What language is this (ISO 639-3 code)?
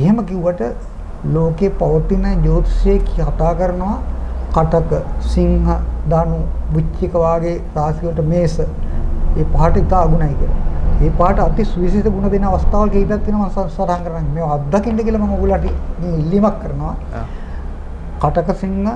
sin